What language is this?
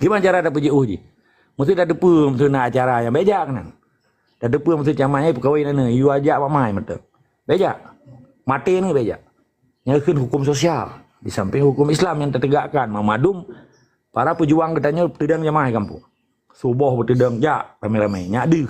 Achinese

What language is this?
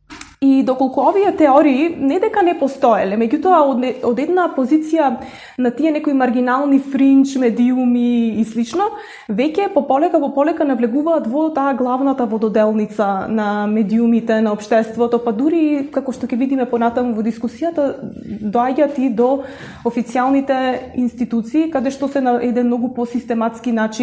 Macedonian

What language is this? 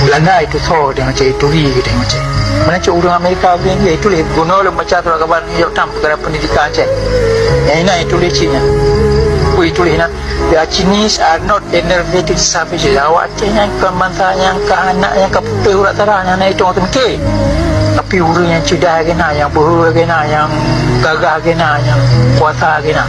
Achinese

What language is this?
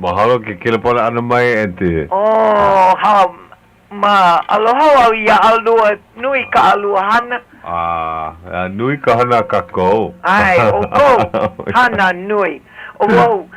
Hawaiian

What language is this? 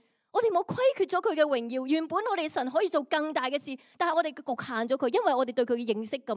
Cantonese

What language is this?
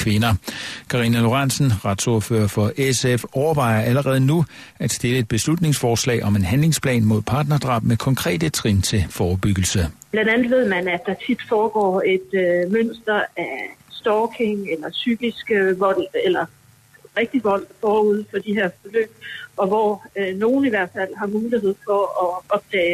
Danish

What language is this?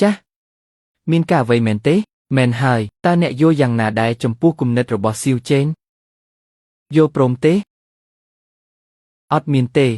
Khmer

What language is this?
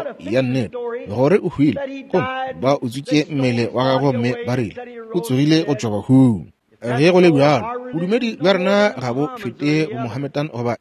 Northern Sotho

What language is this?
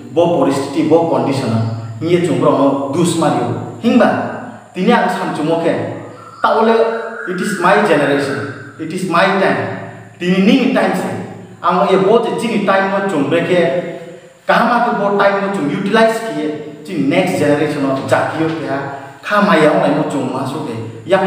Riang (India)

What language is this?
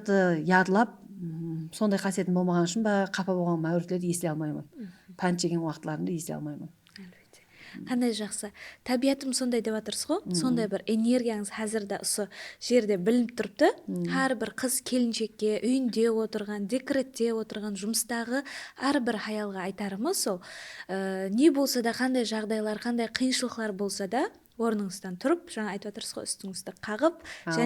Kara-Kalpak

